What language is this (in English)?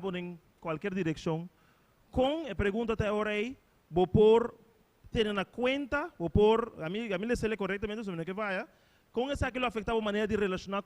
Papiamento